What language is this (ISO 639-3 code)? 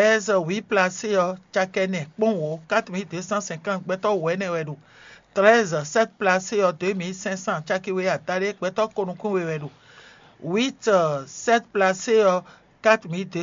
fon